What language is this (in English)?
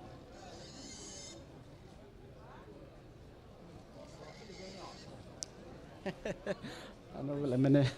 Poumei Naga